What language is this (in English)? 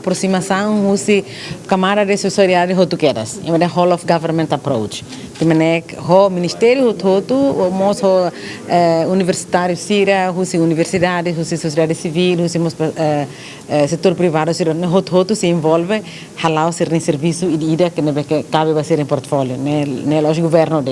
Tetum